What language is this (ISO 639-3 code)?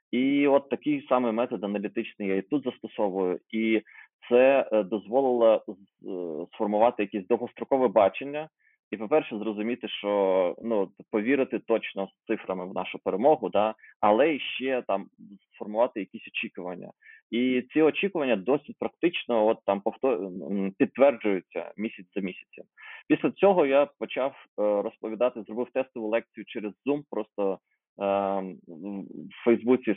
ukr